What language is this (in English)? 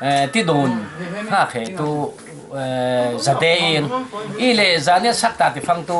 Falam Chin